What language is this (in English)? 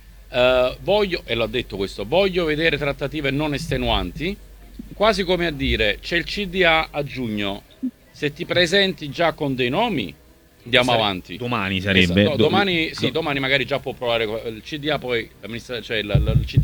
Italian